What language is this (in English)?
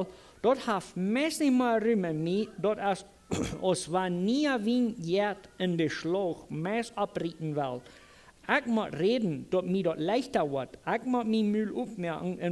Plautdietsch